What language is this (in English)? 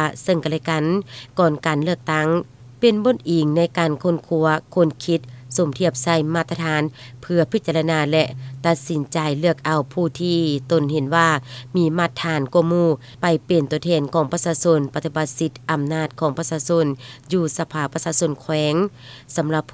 Lao